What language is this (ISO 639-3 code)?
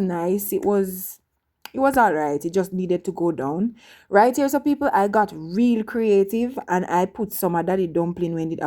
jam